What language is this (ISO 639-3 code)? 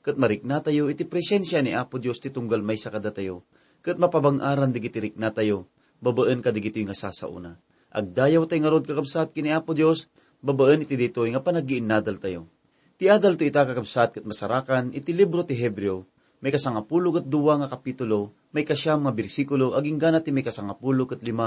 ilo